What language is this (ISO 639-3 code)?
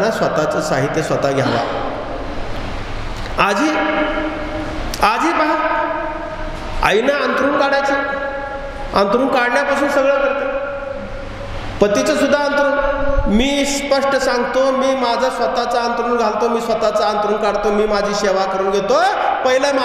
mar